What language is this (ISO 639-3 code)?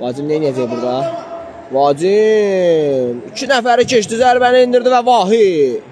aze